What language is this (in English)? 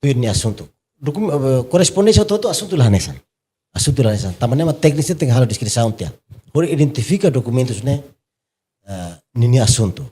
Tetum